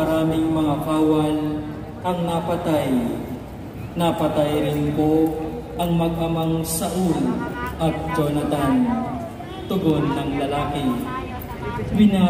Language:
Filipino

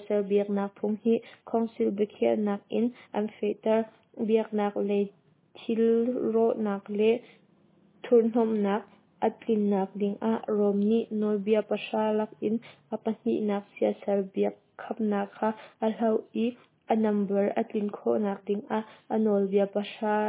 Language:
Hakha Chin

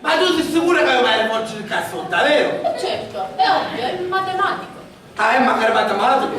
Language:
Sicilian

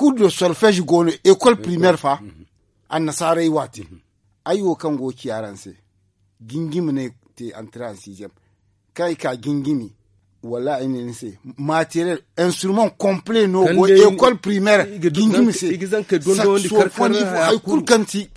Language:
Zarma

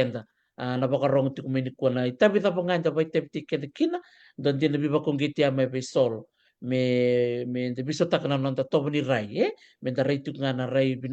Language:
Fijian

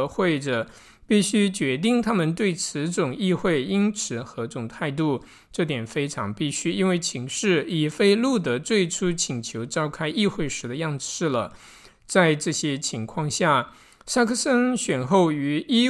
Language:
Chinese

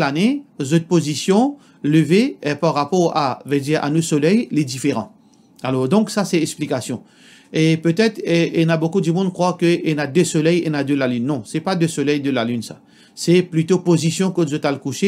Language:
Morisyen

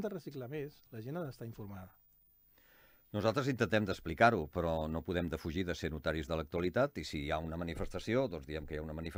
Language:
Catalan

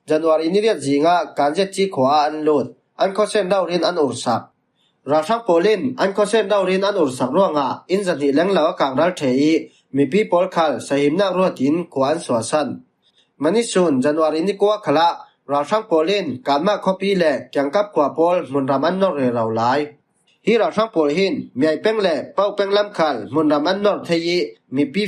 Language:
Falam Chin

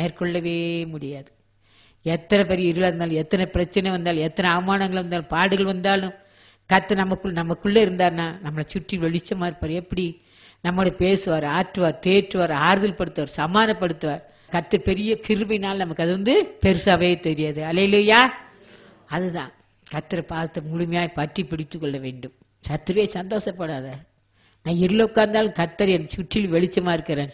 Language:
Tamil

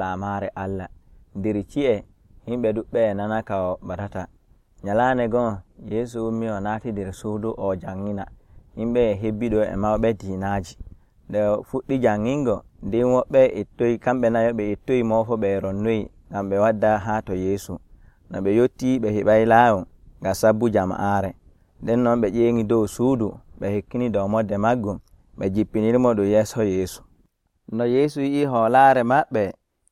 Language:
Nigerian Fulfulde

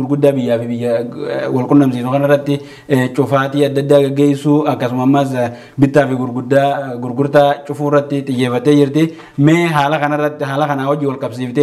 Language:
Oromo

